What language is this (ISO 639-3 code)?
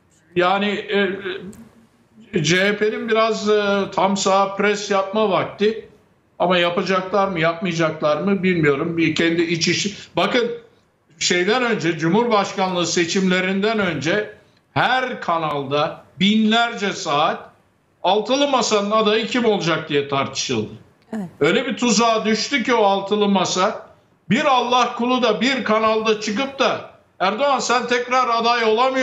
tur